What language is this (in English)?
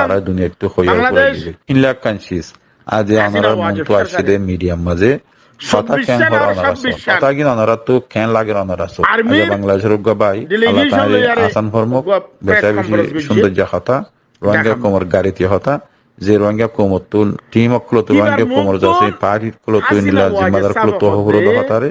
Rohingya